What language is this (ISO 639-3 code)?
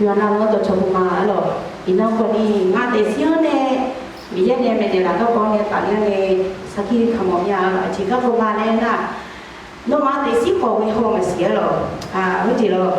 ahk